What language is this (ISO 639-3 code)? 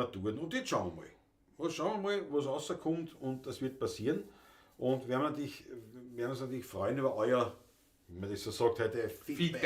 bar